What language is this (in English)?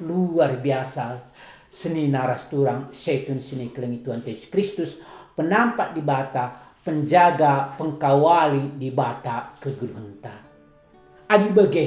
Batak Karo